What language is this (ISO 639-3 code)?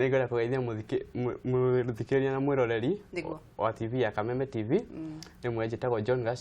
kik